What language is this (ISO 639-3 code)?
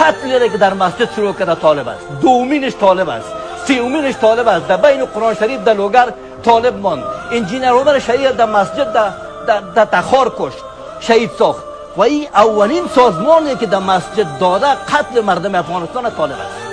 fas